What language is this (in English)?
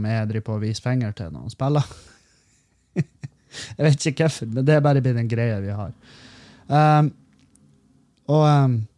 Norwegian